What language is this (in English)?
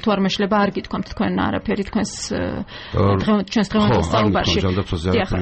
Georgian